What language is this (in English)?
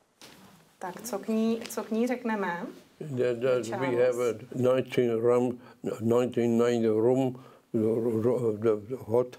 Czech